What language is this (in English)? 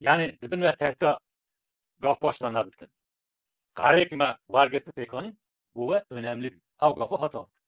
Kurdish